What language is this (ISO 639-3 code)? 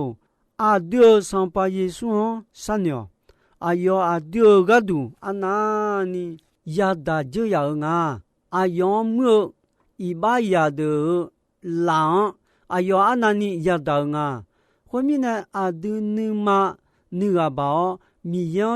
ahk